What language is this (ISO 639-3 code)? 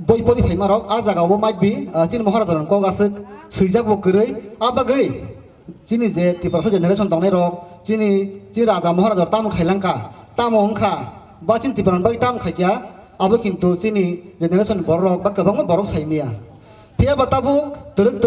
trp